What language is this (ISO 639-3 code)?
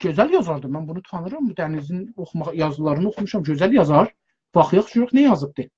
azb